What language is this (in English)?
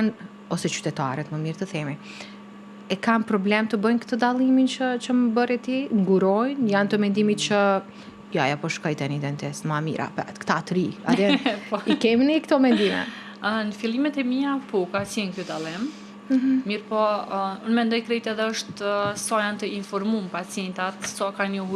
Albanian